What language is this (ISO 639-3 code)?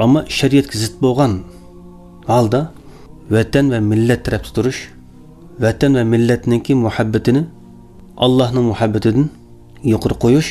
uig